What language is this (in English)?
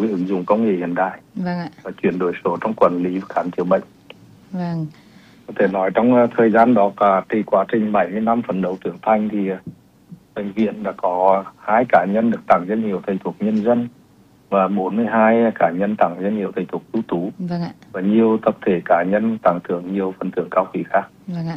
Vietnamese